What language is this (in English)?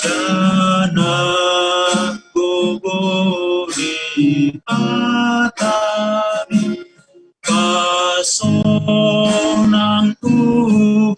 Batak Simalungun